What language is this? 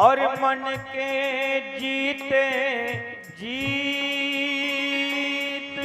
Dogri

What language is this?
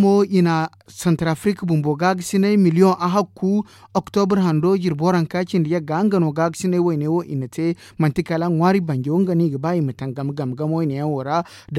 Zarma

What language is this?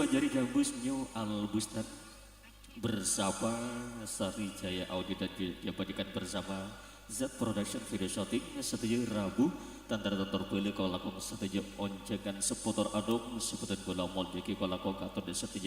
Madurese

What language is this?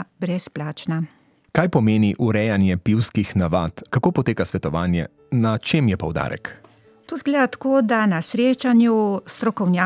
Slovenian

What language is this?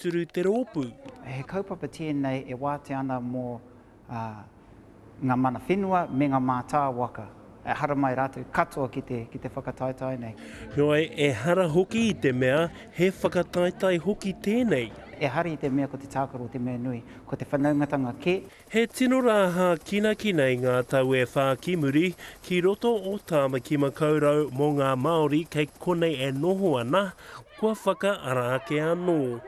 Māori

